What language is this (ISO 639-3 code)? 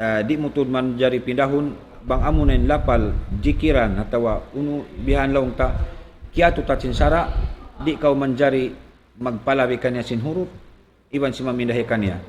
tsg